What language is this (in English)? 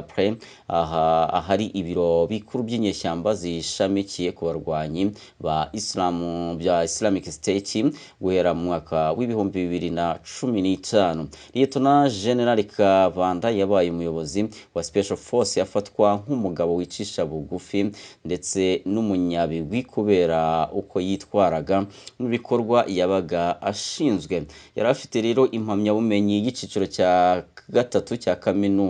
Kinyarwanda